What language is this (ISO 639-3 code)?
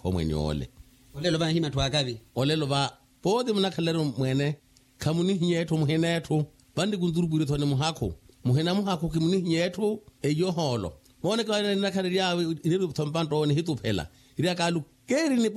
vmw